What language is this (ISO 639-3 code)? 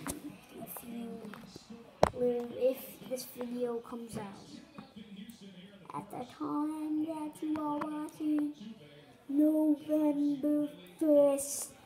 eng